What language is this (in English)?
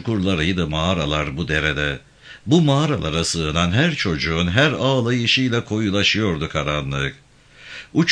Turkish